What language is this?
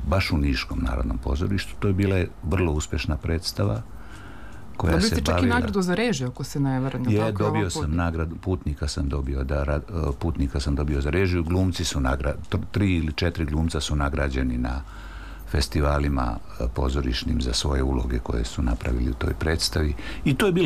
Serbian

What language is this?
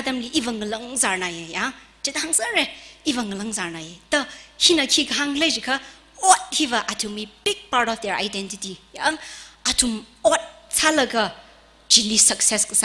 Tangkhul Naga (India)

